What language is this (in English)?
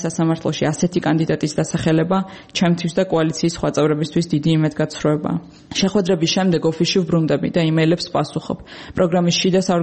Georgian